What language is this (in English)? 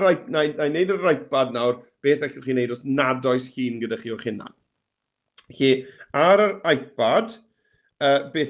Welsh